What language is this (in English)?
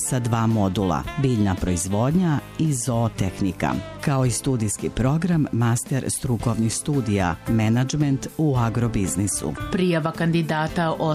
Serbian